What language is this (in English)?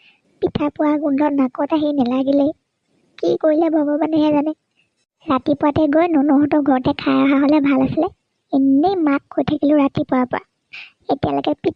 Assamese